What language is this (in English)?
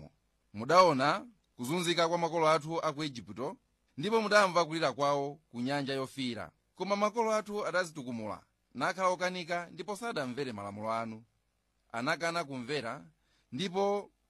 Nyanja